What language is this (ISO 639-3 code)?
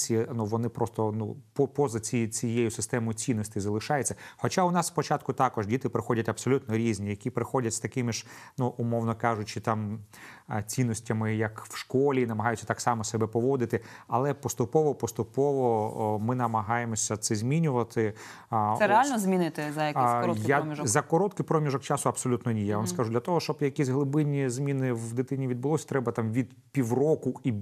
ukr